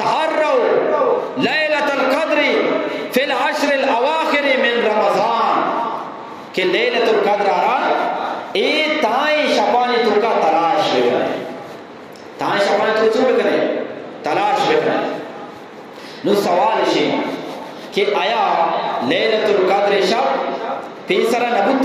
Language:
Eastern Balochi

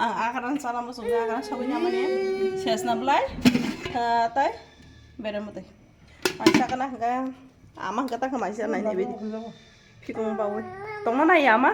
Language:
Kok Borok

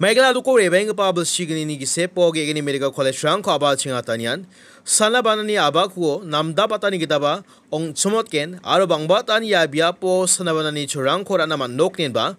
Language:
Garo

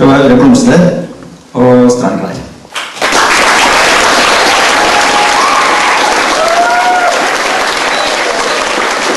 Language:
Norwegian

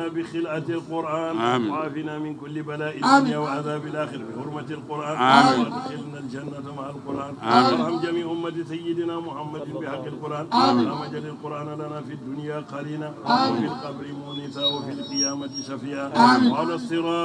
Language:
Fula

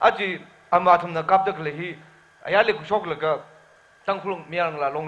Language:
Tangkhul Naga (India)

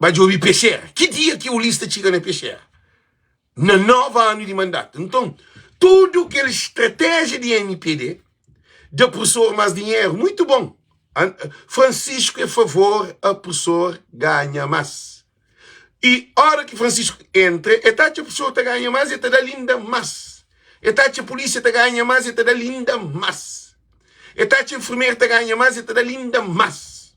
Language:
Kabuverdianu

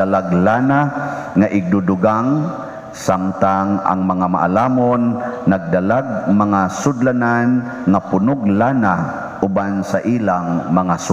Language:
Cebuano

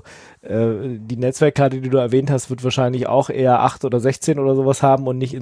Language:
German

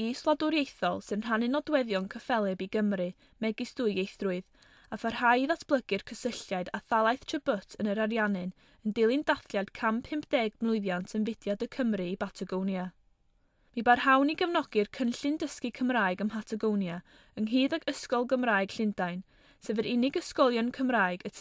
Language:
Welsh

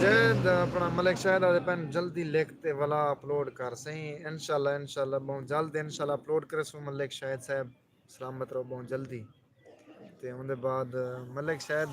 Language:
Saraiki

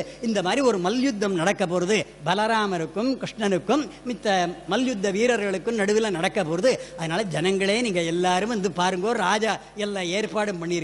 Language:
Tamil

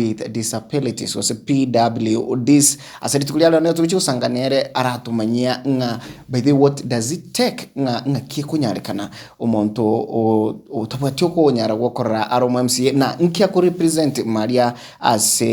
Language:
Gusii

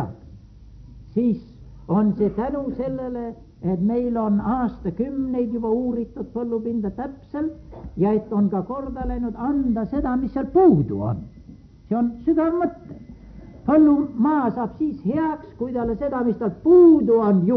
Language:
Estonian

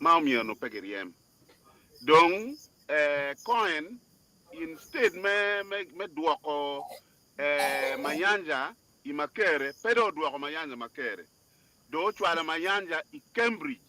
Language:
Acoli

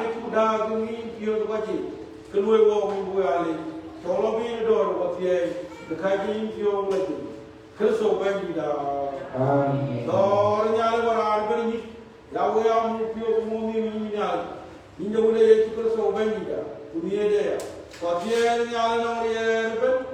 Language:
Dinka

